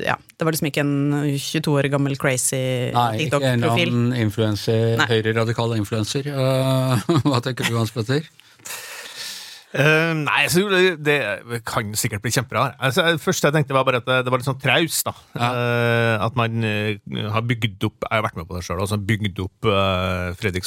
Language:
Norwegian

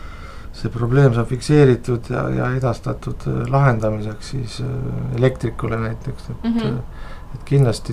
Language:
Estonian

